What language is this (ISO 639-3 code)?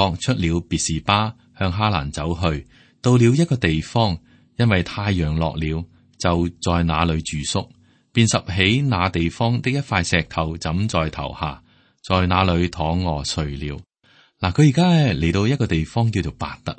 yue